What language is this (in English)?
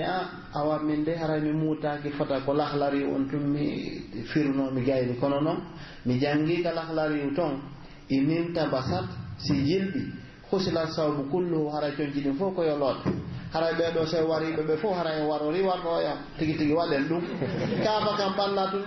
Pular